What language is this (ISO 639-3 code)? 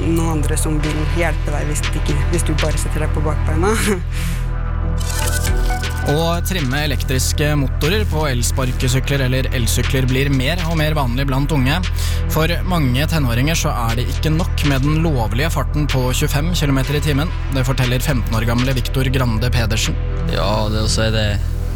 nor